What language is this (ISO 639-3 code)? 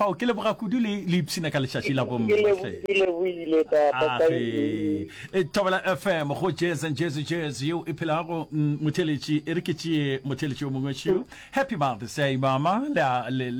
nso